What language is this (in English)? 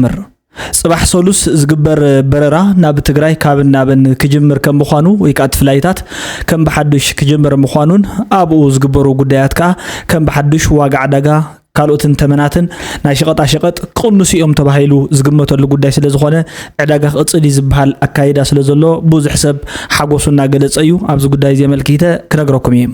Tigrinya